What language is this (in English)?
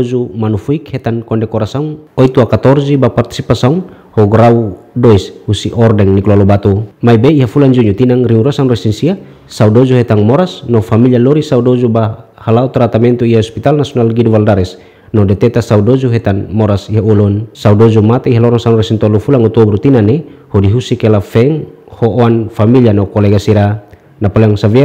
Tetum